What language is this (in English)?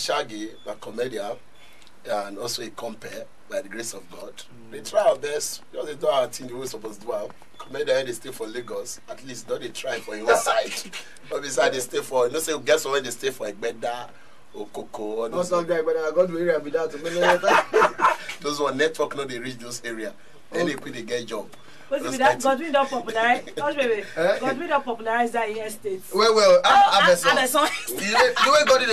Nigerian Pidgin